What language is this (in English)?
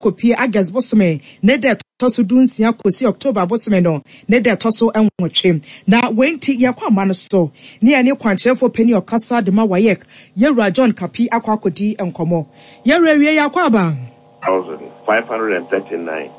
Akan